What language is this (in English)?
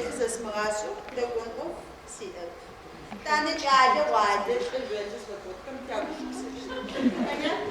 Adyghe